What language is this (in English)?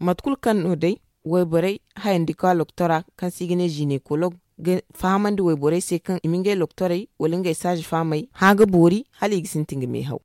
Zarma